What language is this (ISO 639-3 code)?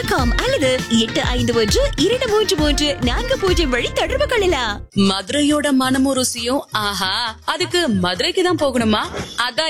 tam